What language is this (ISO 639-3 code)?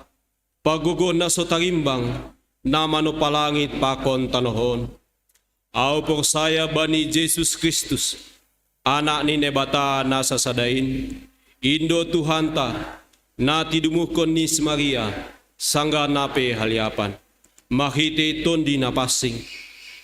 bts